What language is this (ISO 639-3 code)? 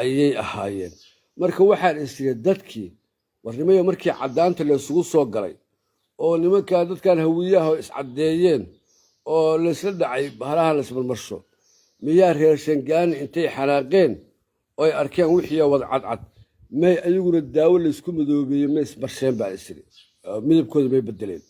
som